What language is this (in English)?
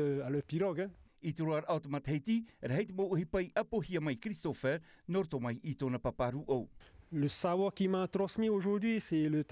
Tahitian